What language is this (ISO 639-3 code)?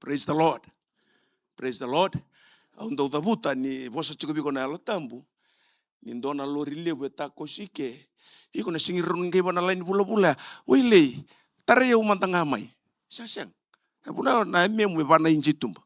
fij